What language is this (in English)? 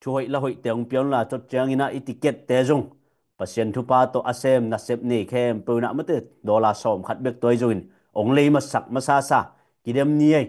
Tedim Chin